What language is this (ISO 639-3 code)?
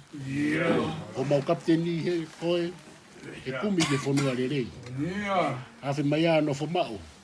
ton